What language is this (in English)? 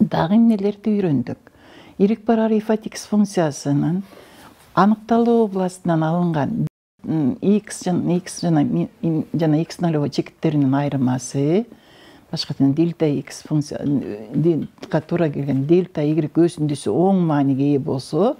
Kyrgyz